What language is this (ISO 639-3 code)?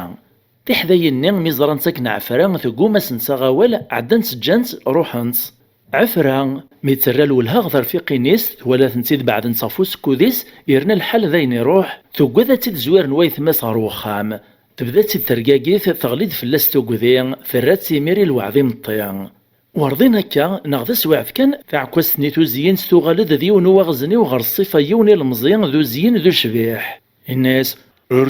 kab